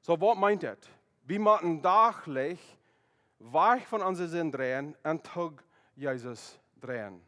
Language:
Plautdietsch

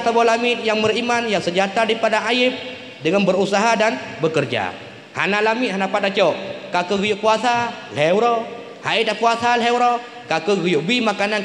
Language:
Achinese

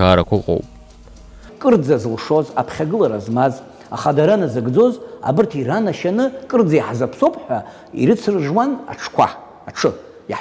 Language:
Abkhazian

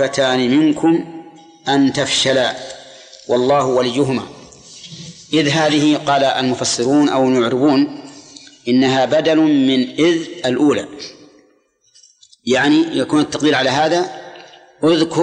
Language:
Arabic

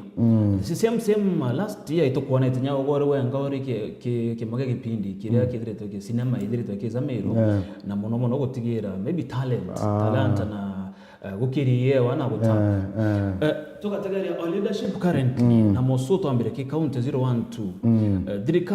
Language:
Meru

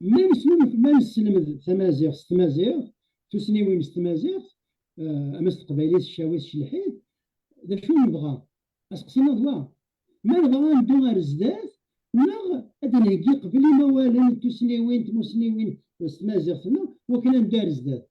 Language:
Kabyle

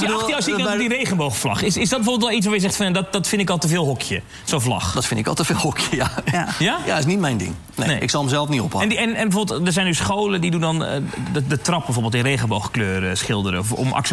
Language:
Dutch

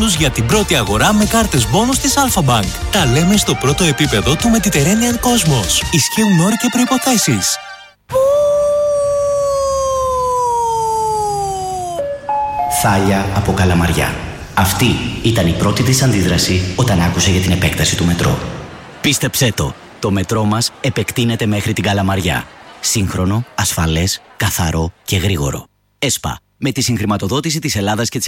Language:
Greek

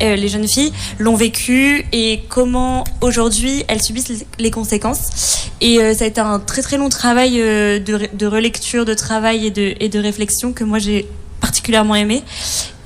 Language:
French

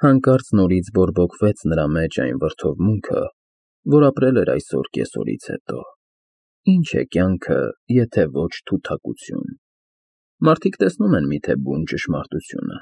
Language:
Armenian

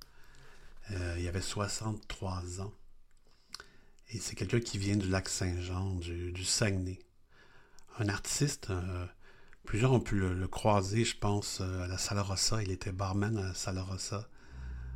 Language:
French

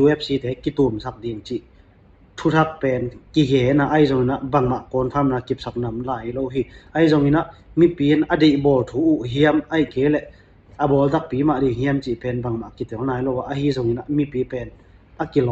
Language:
Tedim Chin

